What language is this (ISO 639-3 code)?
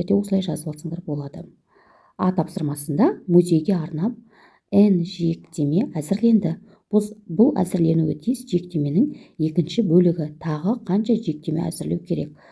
kaz